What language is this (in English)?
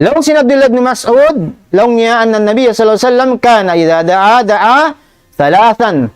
Tausug